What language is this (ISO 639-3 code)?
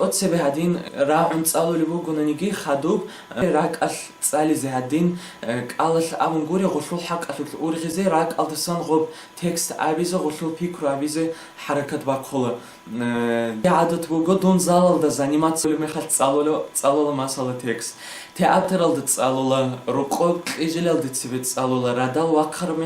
ava